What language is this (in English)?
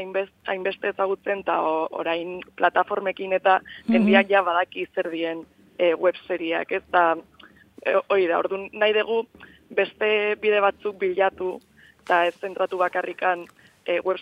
Basque